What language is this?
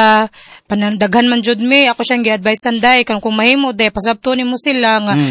Cebuano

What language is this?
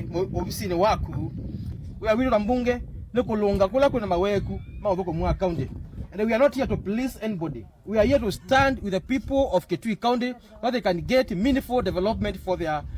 Kamba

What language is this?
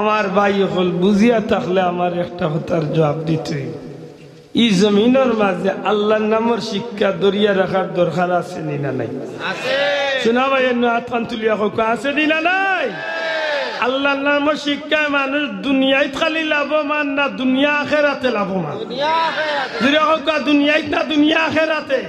Sylheti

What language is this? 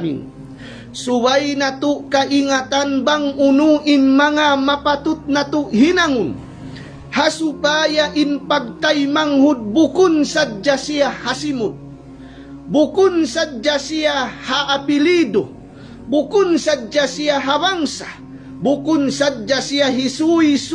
Tausug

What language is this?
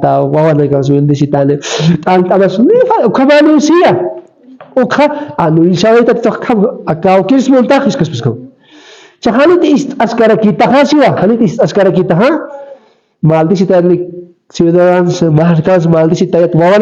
Aymara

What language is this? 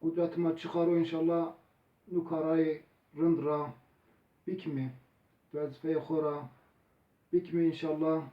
Zaza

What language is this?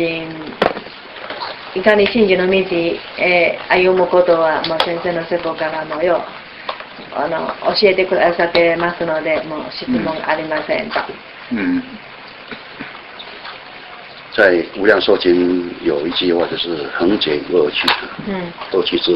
Japanese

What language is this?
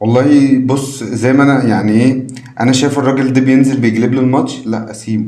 Egyptian Arabic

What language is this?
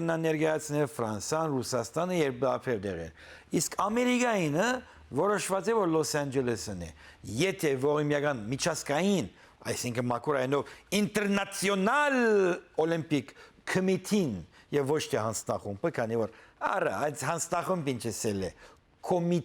Western Armenian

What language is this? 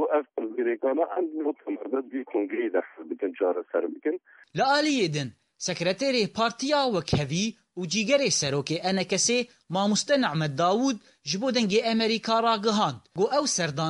Kurdish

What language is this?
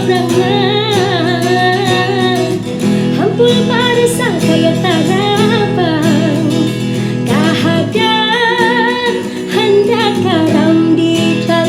Banjar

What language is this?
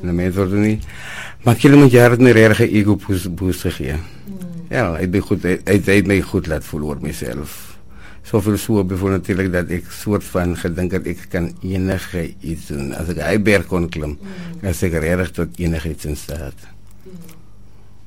Afrikaans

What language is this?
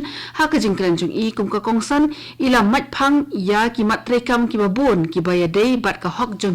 Khasi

